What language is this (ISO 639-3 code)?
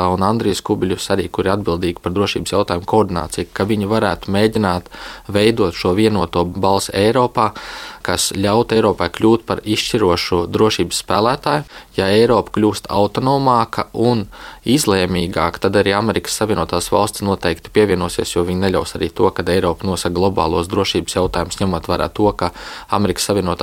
lav